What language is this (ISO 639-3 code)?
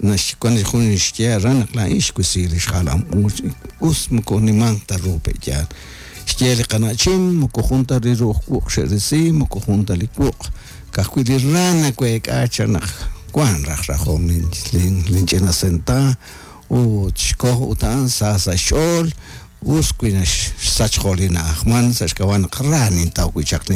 kek